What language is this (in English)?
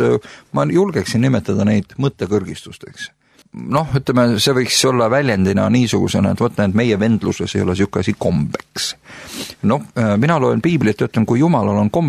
Estonian